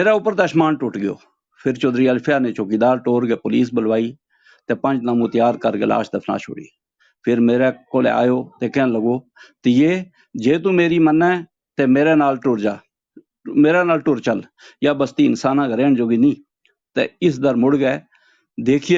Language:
Gujari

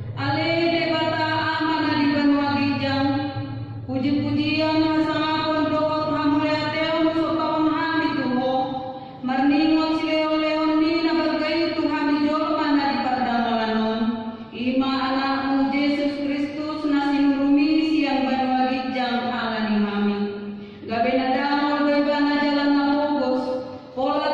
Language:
Batak Toba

